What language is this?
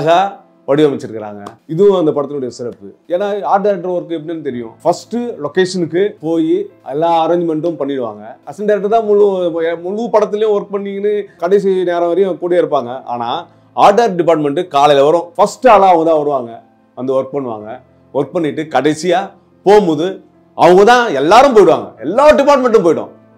Tamil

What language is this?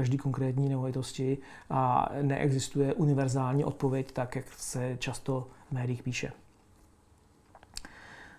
Czech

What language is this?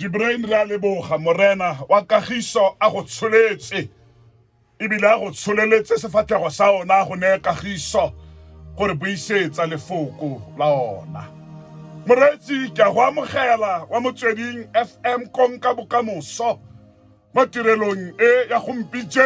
Tswana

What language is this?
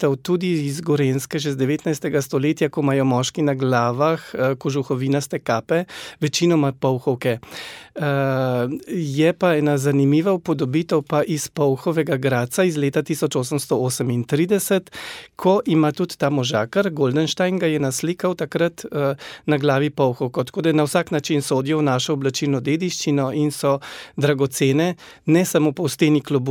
Slovenian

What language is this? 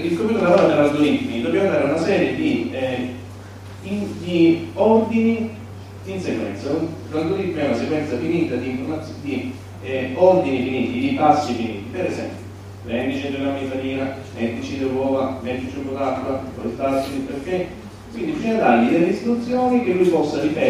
Italian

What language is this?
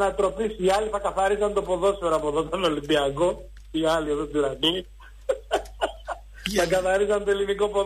Greek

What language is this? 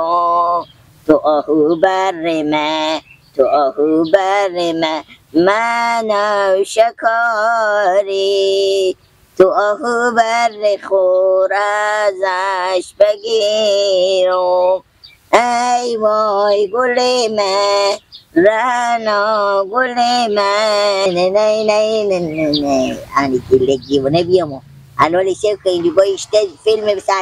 Hazaragi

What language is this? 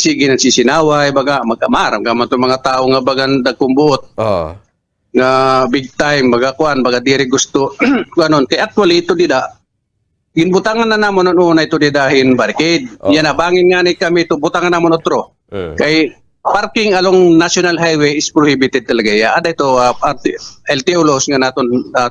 Waray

